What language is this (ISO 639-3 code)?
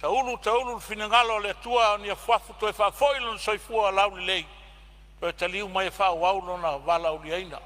smo